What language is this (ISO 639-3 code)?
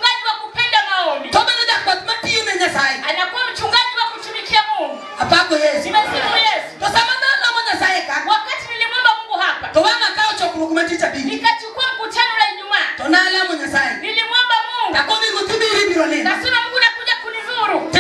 luo